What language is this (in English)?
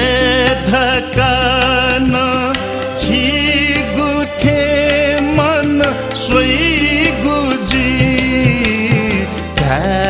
Newari